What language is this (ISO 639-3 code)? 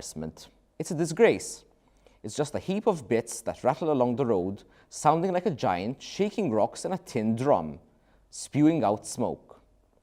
eng